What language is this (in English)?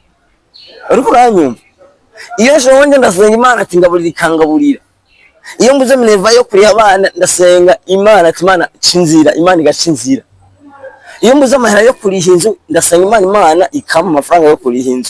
Rundi